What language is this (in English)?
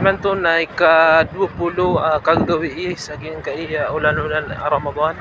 Maranao